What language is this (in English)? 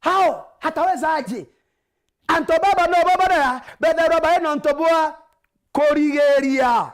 Meru